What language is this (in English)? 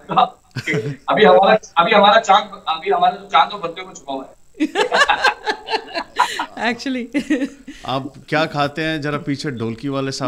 Hindi